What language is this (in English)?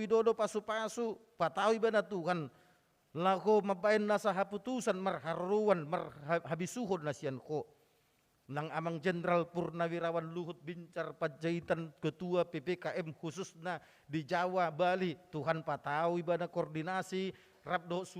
Batak Toba